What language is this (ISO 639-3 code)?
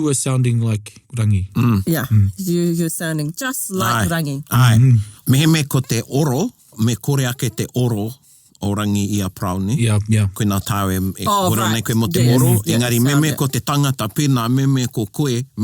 mri